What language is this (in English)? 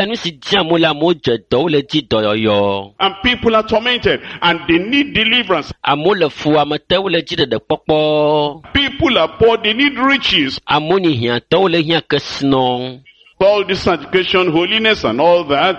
Ewe